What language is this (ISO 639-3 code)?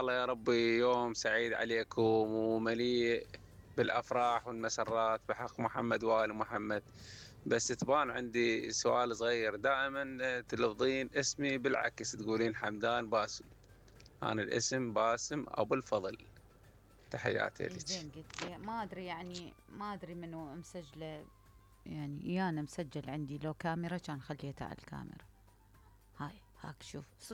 acm